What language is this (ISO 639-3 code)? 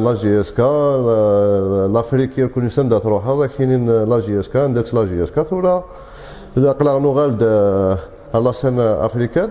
kab